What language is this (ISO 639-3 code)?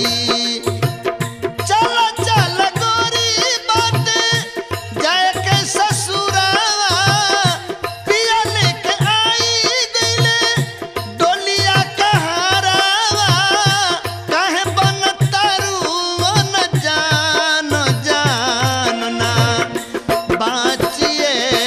bho